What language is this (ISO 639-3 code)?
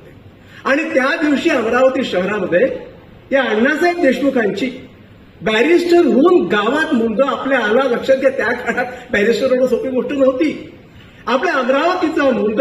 mar